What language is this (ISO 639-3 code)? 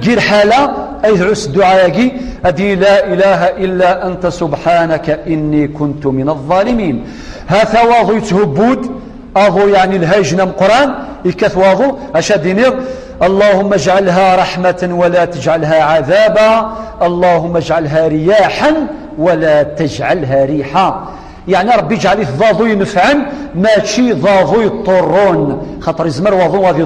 kab